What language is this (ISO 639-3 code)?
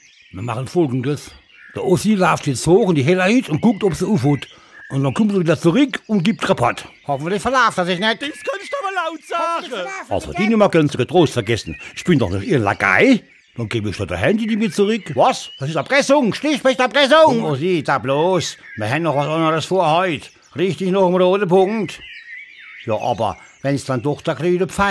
pfl